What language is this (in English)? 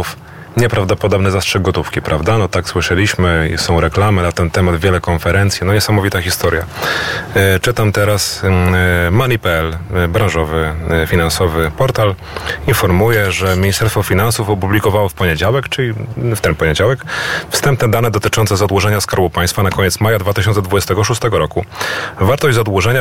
Polish